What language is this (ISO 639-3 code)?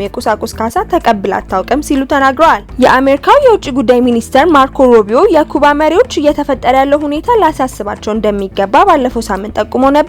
amh